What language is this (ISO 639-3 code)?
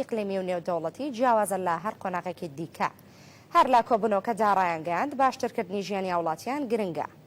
ckb